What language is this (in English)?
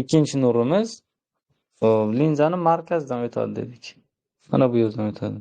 Uzbek